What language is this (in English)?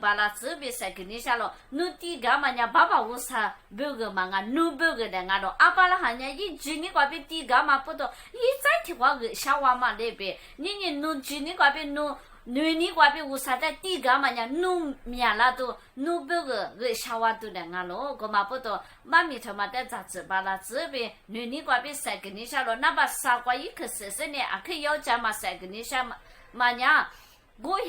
Lisu